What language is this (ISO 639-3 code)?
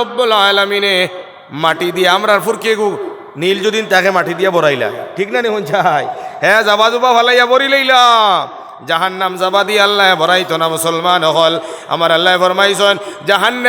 syl